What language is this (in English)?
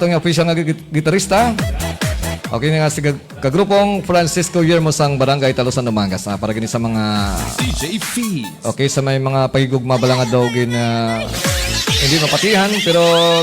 Hiligaynon